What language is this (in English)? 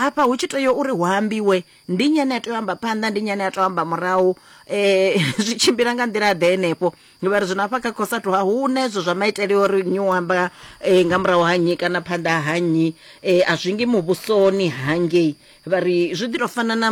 Venda